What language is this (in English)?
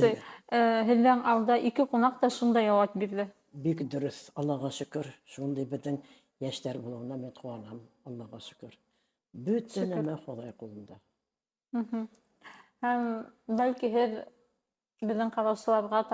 Bashkir